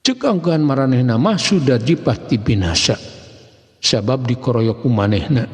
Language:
Sundanese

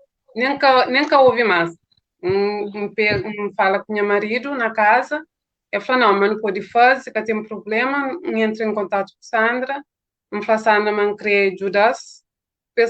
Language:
Kabuverdianu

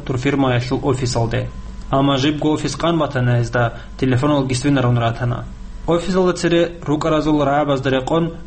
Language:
Avaric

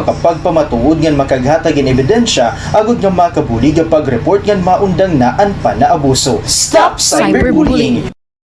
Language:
Waray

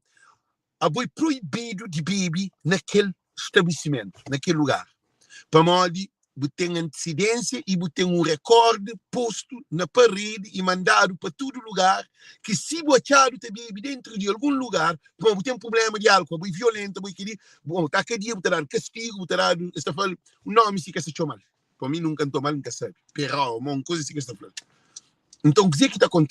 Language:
Kabuverdianu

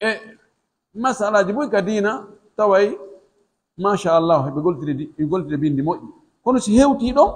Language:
Pular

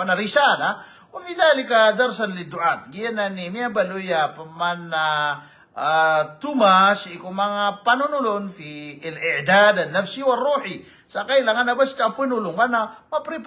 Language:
Maranao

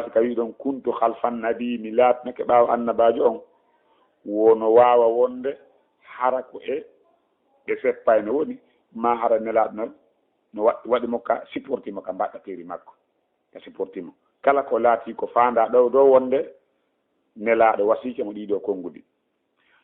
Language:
Fula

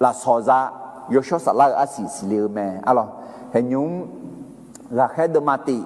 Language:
Akha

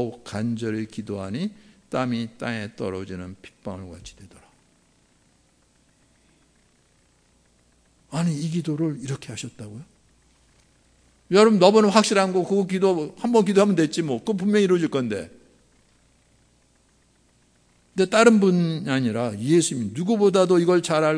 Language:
Korean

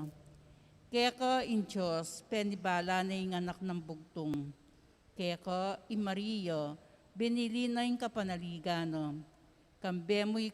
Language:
Pampanga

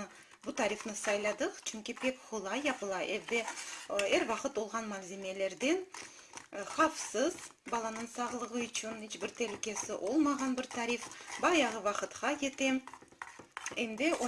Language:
Crimean Tatar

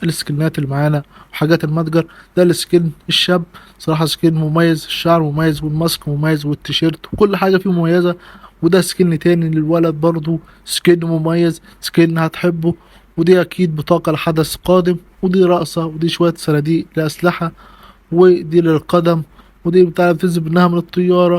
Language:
Egyptian Arabic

